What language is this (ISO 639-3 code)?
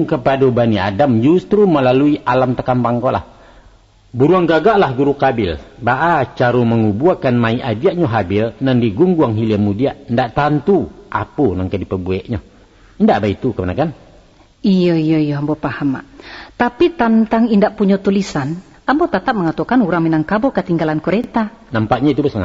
min